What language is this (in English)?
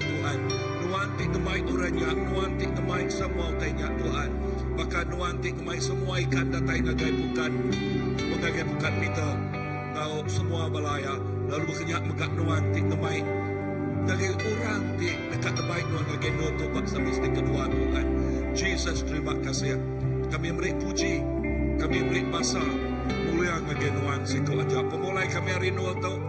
Iban